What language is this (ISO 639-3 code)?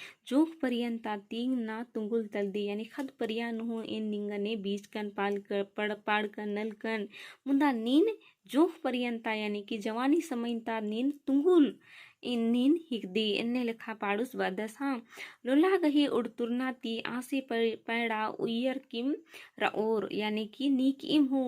kru